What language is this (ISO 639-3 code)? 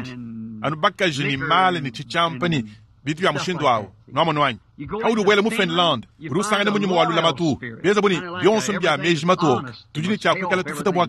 lua